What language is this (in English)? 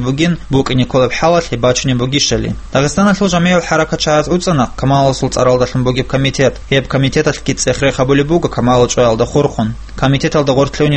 Avaric